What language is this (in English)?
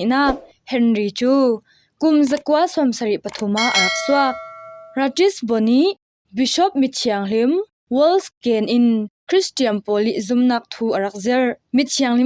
Falam Chin